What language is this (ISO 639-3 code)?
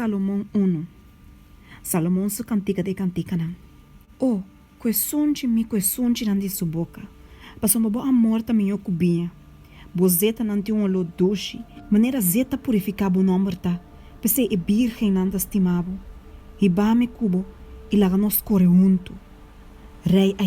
pap